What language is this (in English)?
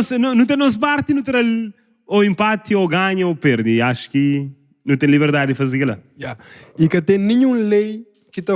Kabuverdianu